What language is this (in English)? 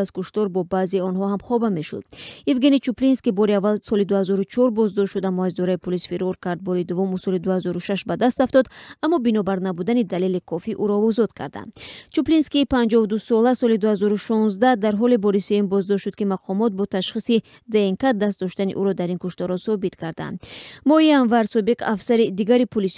Tajik